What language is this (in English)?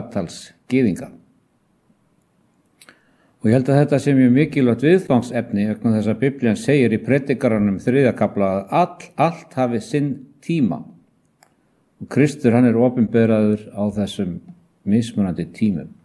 Icelandic